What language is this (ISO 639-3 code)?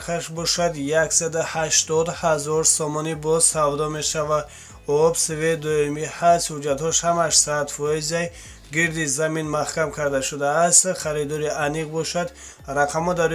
tgk